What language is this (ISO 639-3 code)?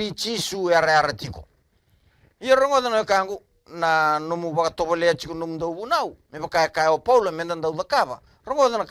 fij